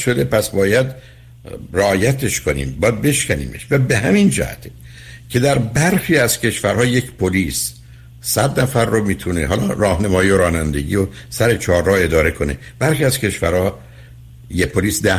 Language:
Persian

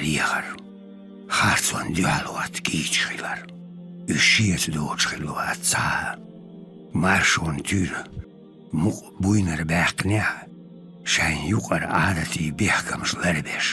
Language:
Chechen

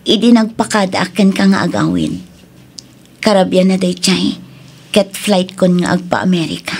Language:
Iloko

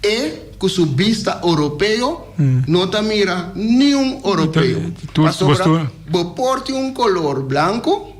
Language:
Papiamento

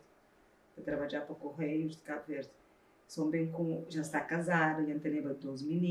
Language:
Kabuverdianu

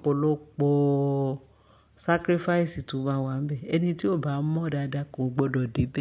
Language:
Yoruba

